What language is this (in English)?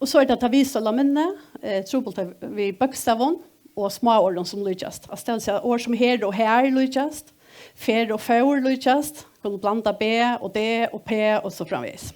Faroese